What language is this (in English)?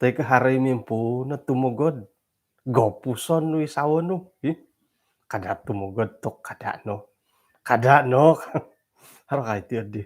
Central Dusun